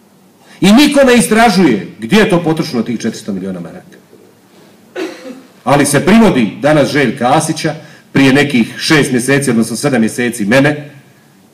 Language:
Croatian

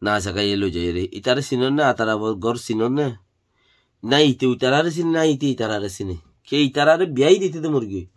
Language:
Rohingya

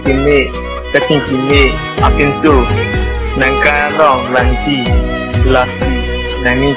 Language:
Karbi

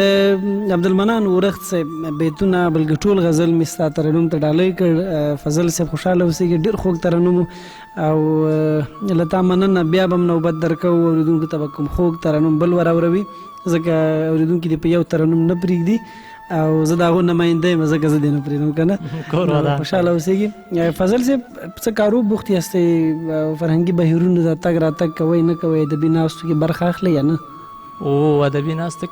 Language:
Pashto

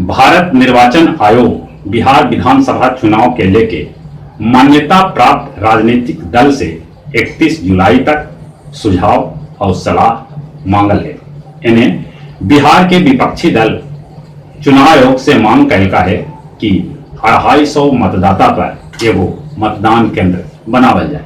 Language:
Magahi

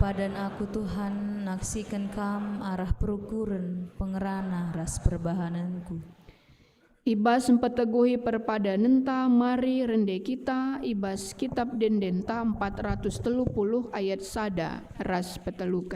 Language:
Batak Karo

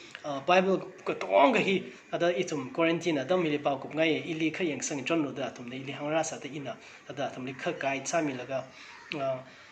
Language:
Tangkhul Naga (India)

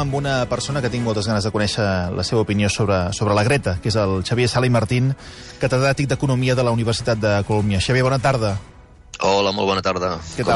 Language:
Catalan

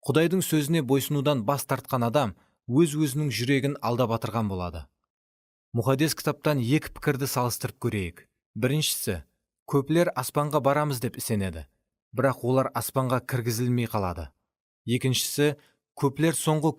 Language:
Kara-Kalpak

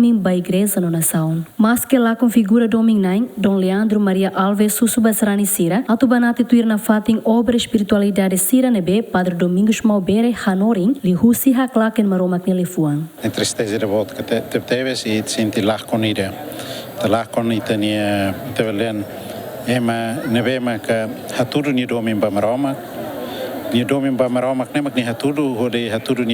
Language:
Tetum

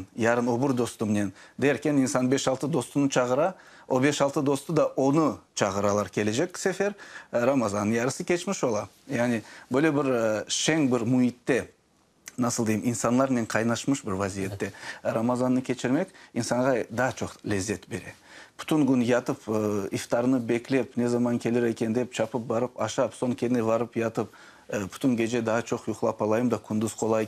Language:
Crimean Tatar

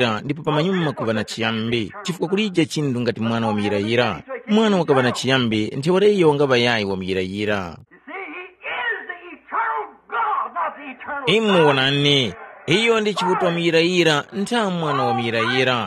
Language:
Tumbuka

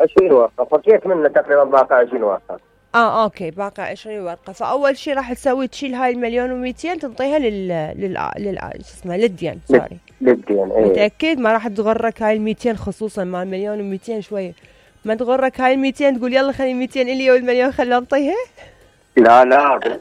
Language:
Mesopotamian Arabic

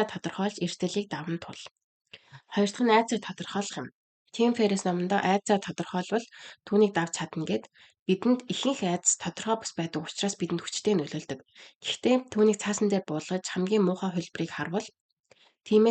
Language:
Mongolian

